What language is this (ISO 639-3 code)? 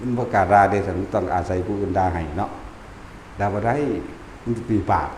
tts